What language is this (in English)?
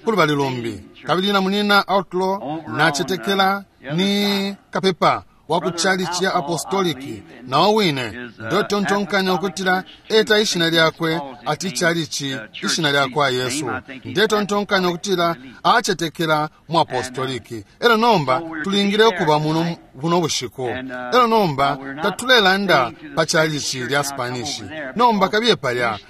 Bemba